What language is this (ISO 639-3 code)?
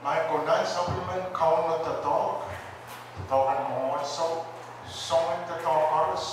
pon